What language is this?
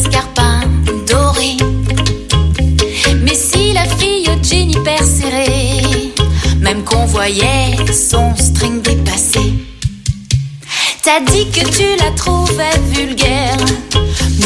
French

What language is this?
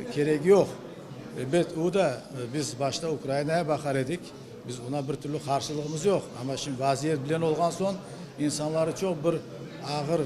Crimean Tatar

